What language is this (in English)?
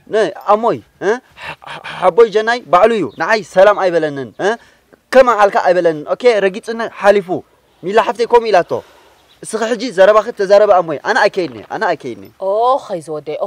Tigrinya